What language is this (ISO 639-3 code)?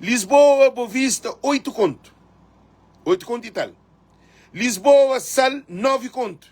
kea